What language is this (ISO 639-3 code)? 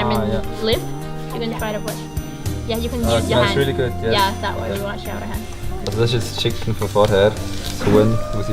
gsw